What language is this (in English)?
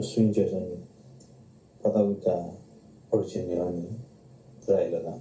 S'gaw Karen